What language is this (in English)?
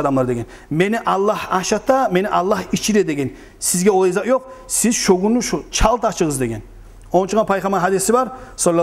Kumyk